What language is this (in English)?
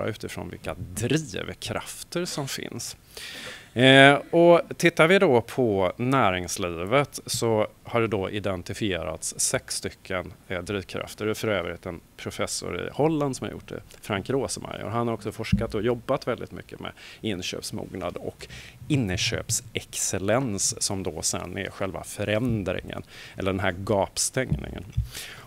Swedish